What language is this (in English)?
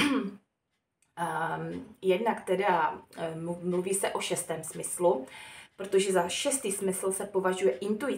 Czech